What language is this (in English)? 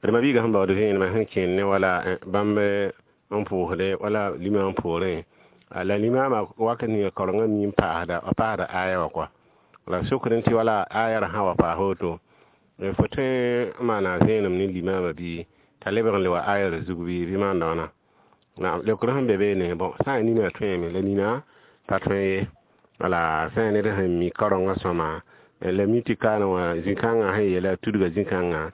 Mossi